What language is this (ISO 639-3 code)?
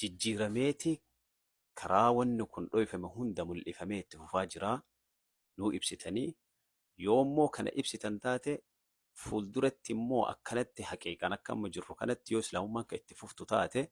orm